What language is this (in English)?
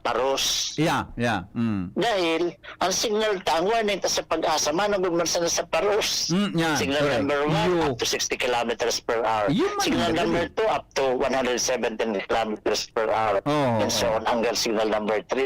Bikol